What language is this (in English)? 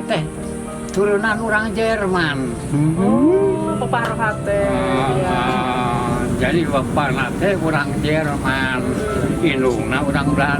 Sundanese